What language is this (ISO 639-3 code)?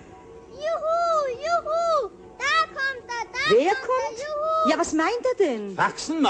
deu